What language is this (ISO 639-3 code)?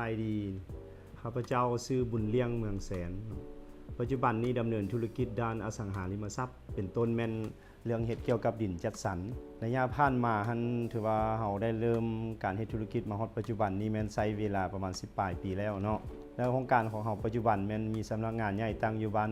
lao